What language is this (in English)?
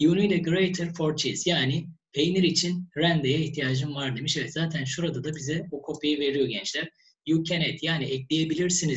Turkish